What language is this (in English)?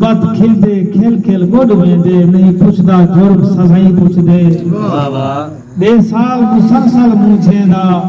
Saraiki